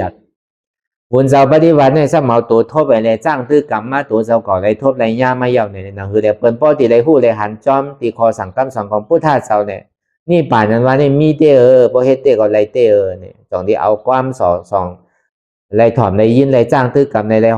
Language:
Shan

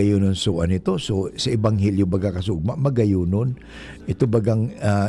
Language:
Bikol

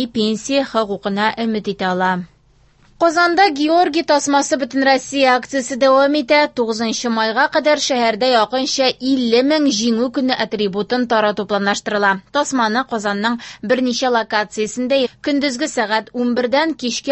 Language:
Tatar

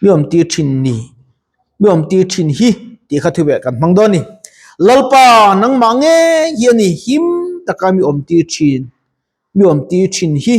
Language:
Mizo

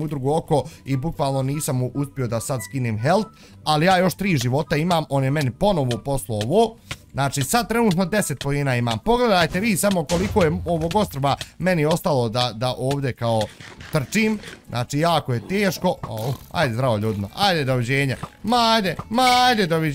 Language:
Bosnian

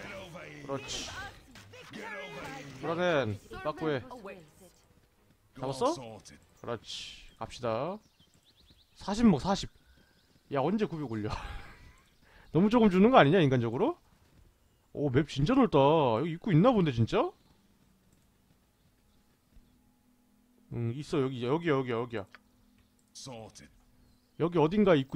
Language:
Korean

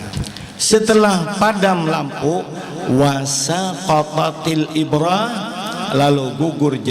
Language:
Banjar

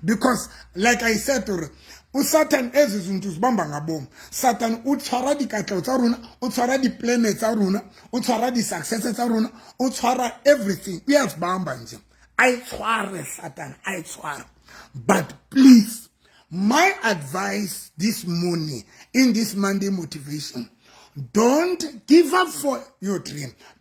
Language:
Southern Sotho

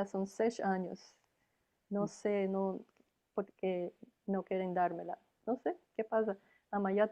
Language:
Ladino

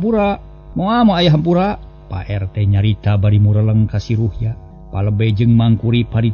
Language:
Sundanese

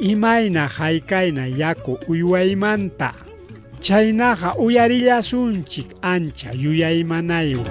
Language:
Ayacucho Quechua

